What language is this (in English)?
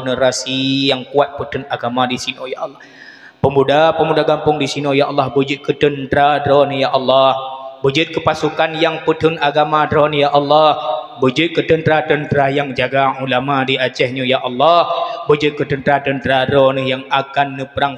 Achinese